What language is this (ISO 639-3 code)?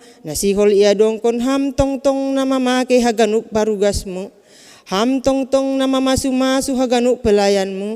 bts